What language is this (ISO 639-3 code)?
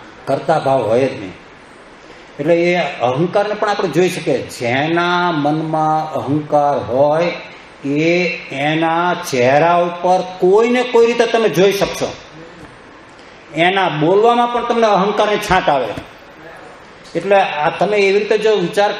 guj